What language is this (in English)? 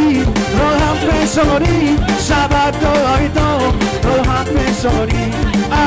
Batak Toba